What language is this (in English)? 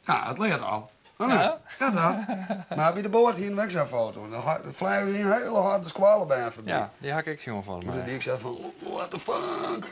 Western Frisian